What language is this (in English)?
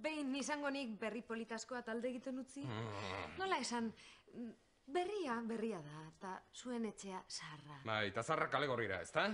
Basque